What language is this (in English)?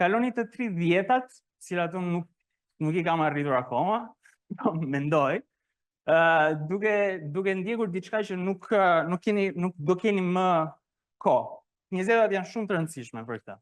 Albanian